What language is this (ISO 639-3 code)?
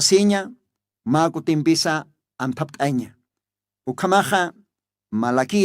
aym